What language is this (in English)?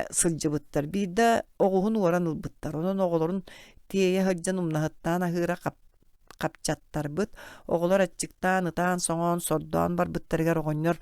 Yakut